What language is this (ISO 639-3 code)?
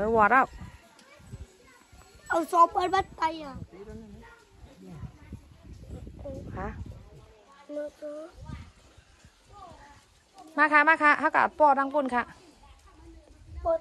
tha